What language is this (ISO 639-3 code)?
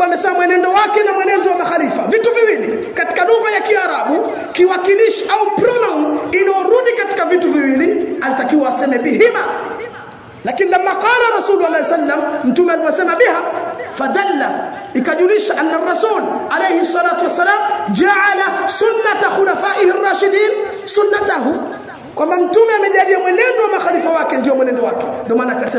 swa